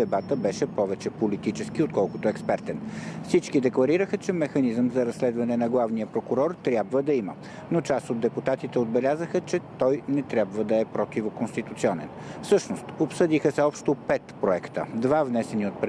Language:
Bulgarian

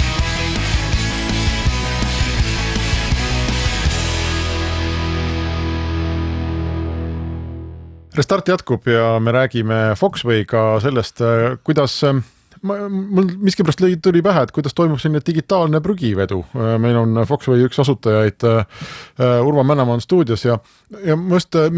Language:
Estonian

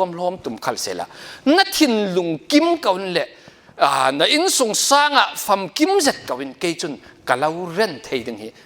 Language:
Falam Chin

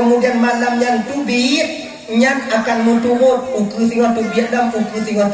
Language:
Achinese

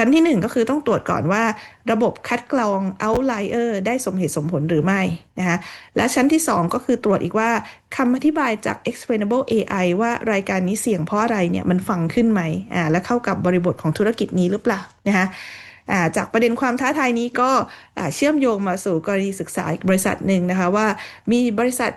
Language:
Thai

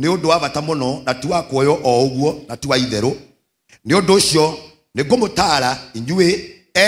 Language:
Kikuyu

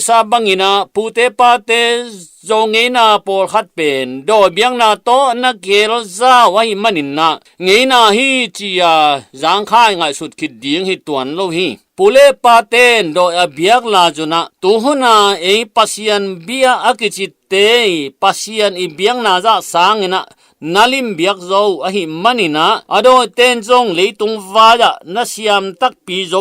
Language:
Tedim Chin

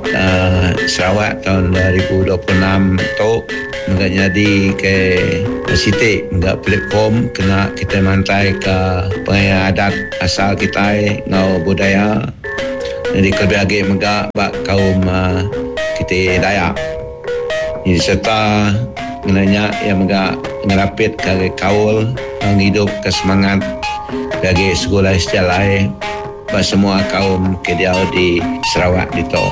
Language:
Iban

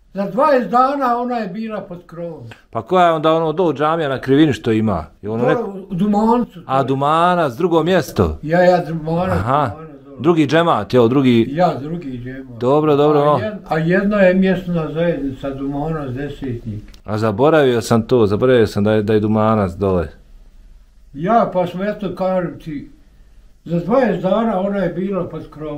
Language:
Bosnian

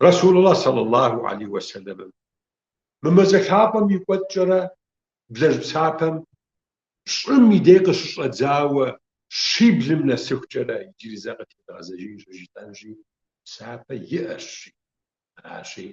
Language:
Kabardian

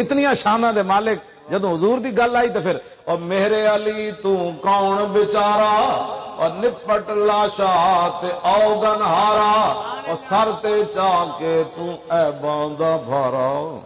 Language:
Western Panjabi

